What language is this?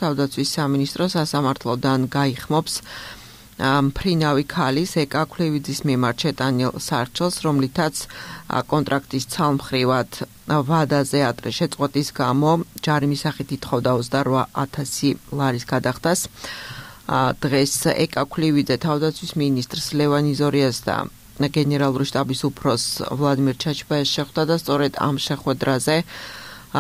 Georgian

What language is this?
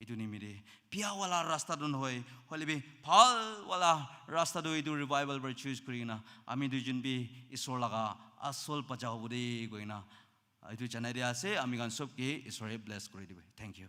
Naga Pidgin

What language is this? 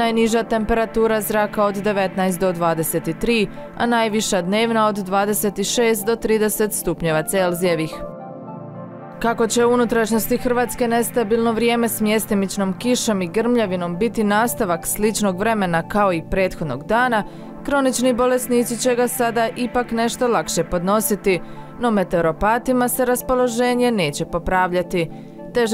Croatian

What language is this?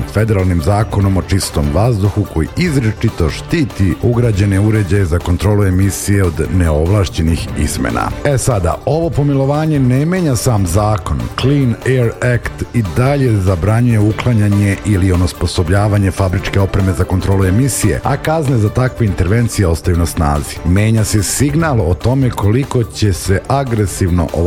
Serbian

